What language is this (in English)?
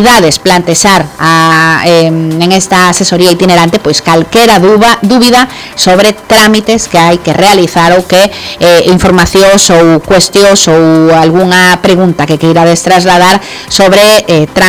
Galician